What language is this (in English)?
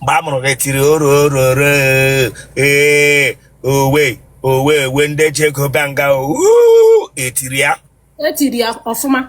Igbo